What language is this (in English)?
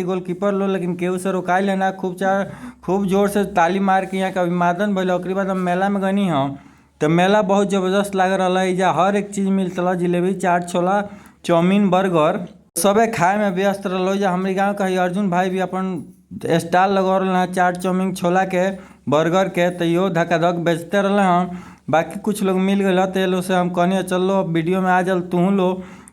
Bhojpuri